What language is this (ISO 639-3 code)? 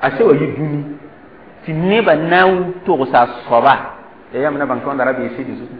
mos